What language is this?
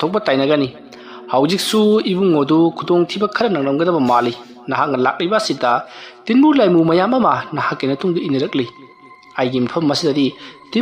Manipuri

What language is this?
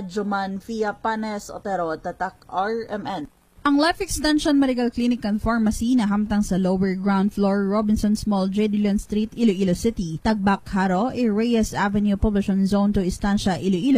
Hiligaynon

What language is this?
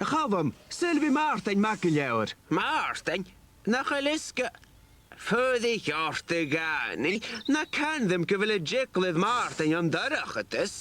Scottish Gaelic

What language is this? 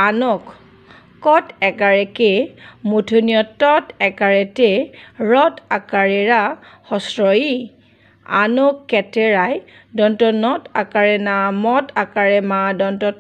Assamese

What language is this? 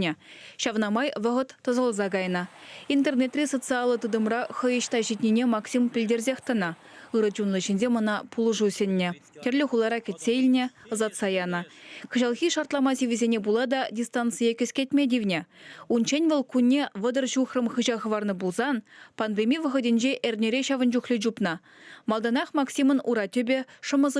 Chuvash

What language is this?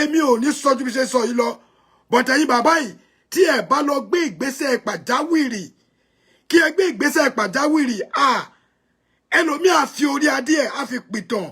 Yoruba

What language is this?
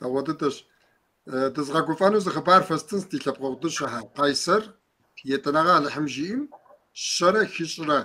Kabardian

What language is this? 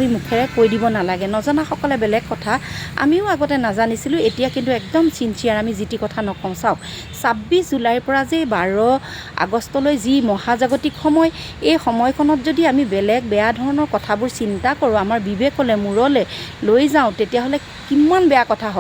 Assamese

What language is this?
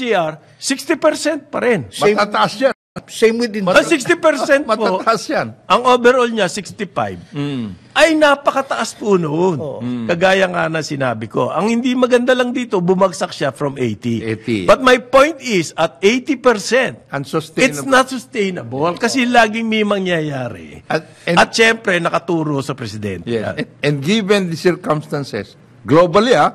Filipino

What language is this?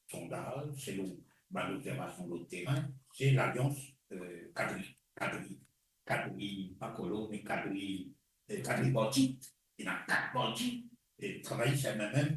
Morisyen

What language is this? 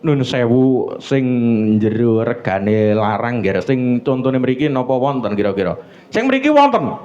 Javanese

